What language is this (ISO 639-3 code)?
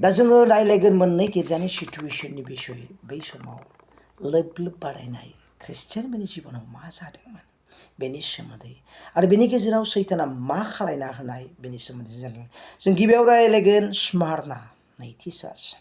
brx